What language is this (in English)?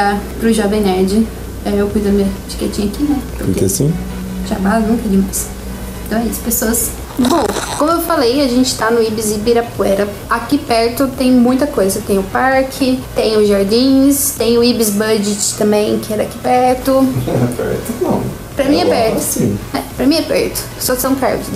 Portuguese